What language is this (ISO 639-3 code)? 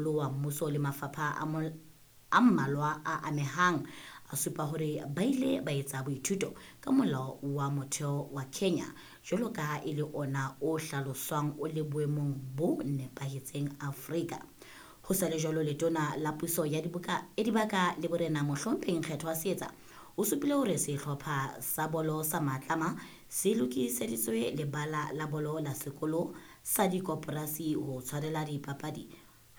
sot